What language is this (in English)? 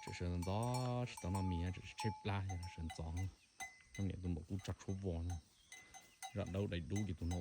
Hmong